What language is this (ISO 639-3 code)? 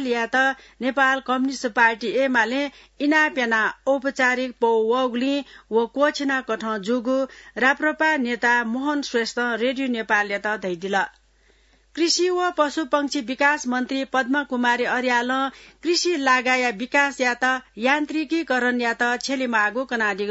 new